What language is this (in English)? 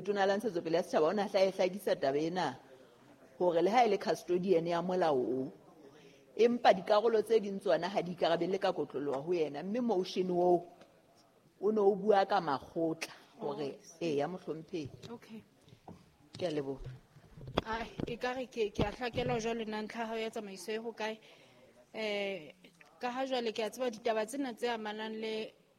Southern Sotho